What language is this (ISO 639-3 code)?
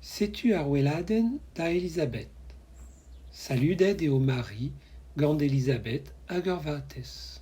bre